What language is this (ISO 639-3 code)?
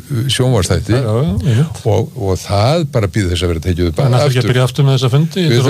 isl